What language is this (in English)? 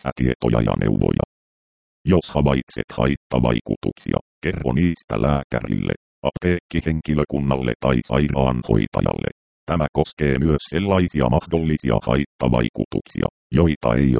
Finnish